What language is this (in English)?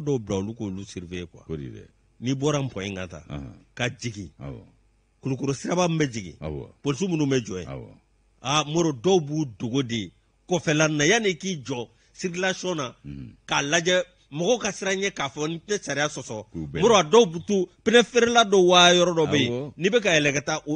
Bambara